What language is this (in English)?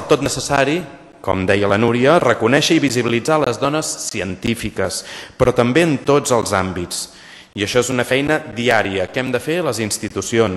Catalan